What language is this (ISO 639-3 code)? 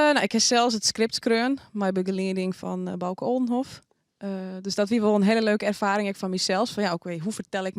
fry